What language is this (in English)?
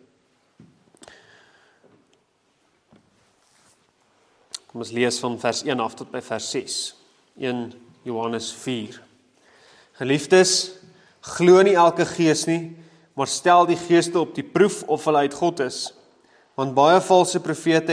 Afrikaans